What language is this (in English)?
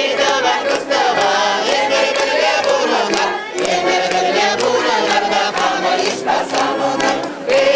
Chuvash